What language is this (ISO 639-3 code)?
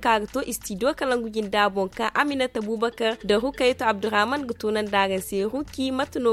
dje